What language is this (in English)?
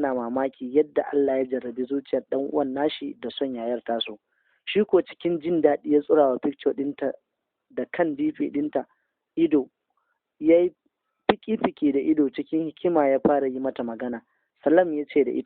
Hausa